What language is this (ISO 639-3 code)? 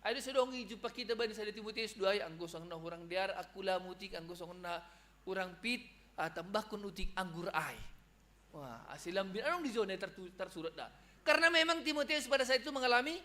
bts